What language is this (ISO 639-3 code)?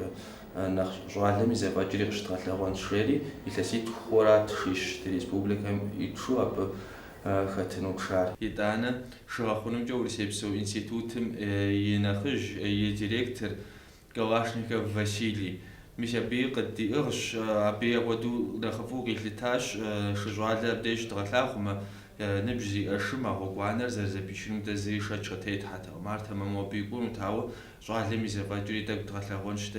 kbd